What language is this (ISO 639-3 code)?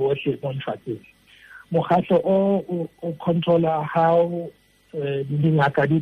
tsn